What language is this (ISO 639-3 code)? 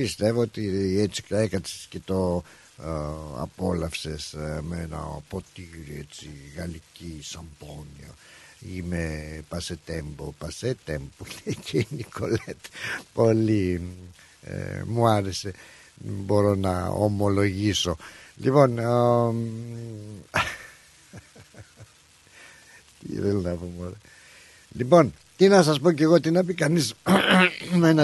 ell